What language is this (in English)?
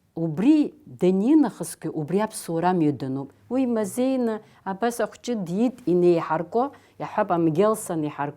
Abkhazian